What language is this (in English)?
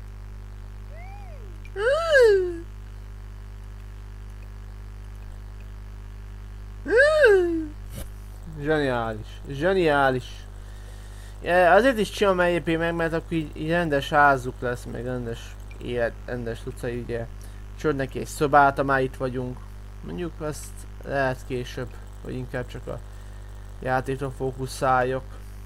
Hungarian